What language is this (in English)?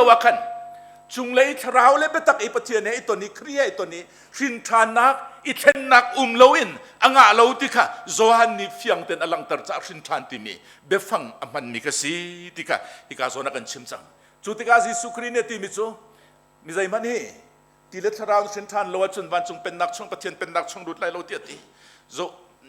Hakha Chin